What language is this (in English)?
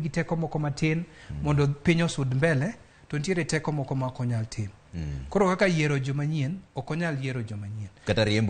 Luo (Kenya and Tanzania)